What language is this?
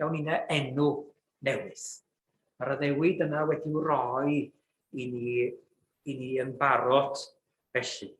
Welsh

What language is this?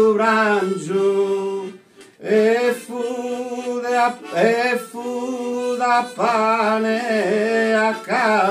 Sardinian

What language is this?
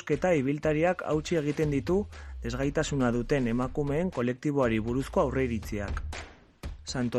Basque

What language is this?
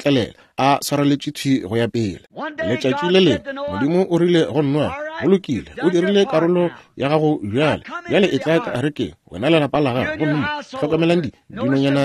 Northern Sotho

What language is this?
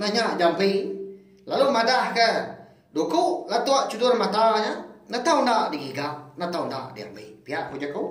Iban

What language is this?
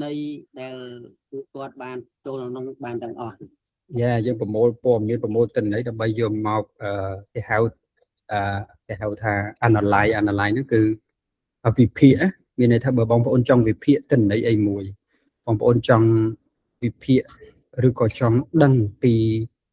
Khmer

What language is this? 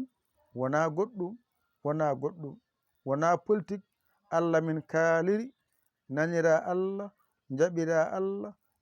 Fula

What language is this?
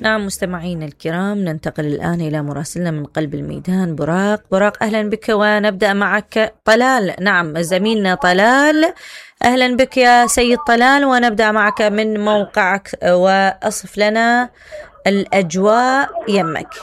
Mesopotamian Arabic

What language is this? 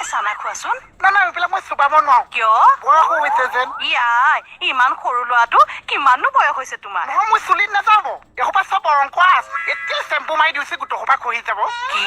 Assamese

